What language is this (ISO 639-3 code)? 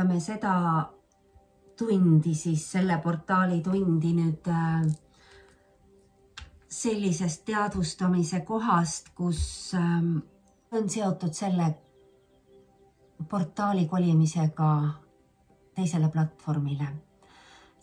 est